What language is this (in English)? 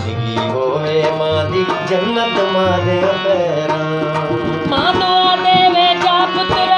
Saraiki